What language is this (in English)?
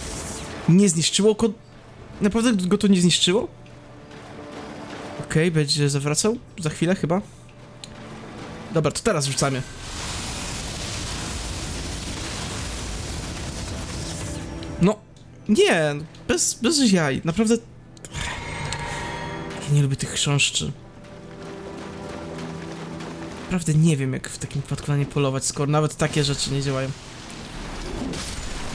Polish